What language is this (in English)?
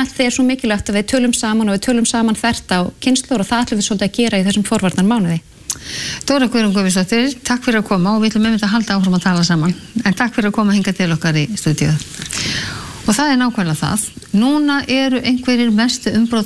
Icelandic